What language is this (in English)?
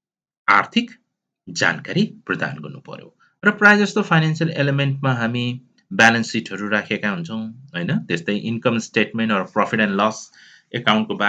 Nepali